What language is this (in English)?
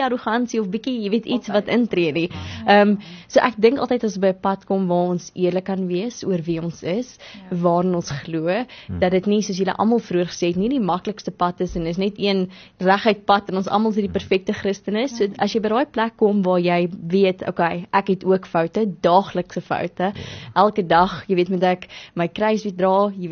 Afrikaans